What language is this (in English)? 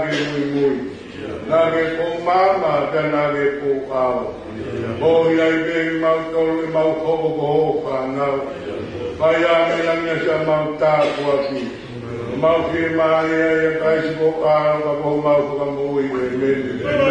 Tongan